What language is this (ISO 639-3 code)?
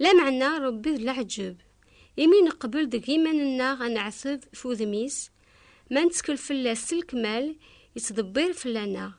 kab